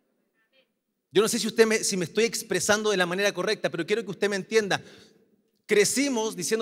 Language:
Spanish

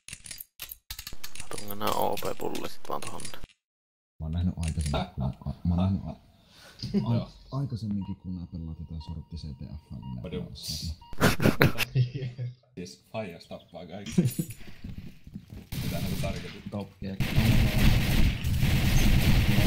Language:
Finnish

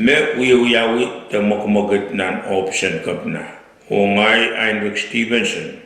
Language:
Pohnpeian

